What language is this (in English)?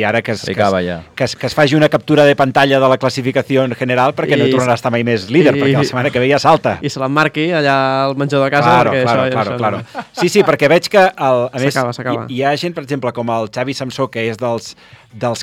Catalan